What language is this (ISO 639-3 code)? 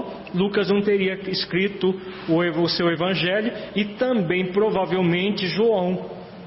por